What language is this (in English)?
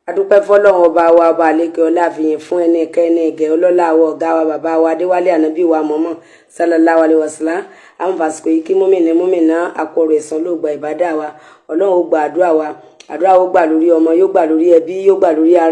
Yoruba